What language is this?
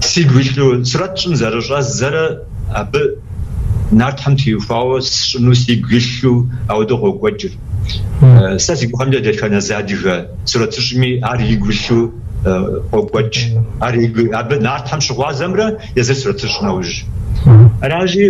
Kabardian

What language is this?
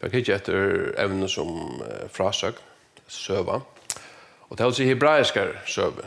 Faroese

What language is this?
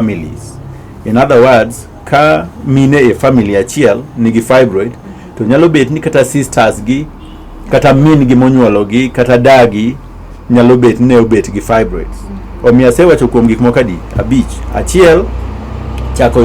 Luo (Kenya and Tanzania)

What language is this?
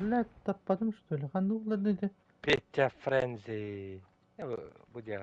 Yakut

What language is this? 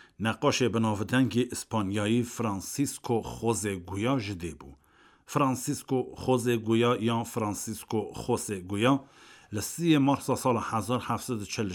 Kurdish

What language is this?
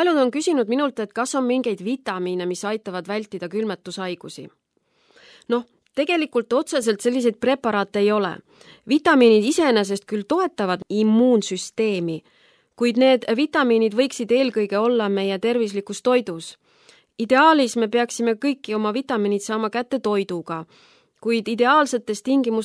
Estonian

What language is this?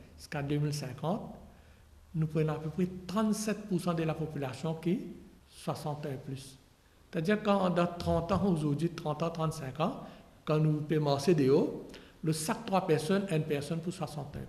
Morisyen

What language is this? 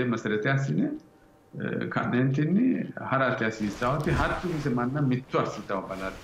Sidamo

